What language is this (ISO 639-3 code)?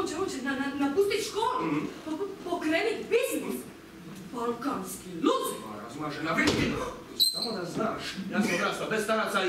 hrv